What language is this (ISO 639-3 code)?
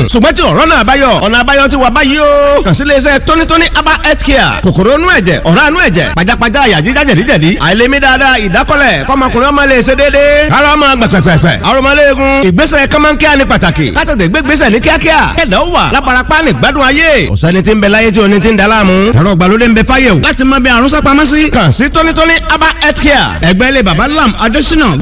yor